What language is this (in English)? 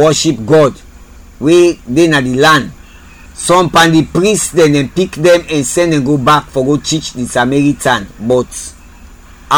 Krio